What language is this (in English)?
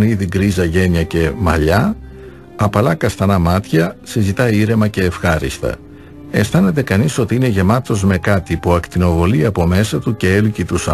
Greek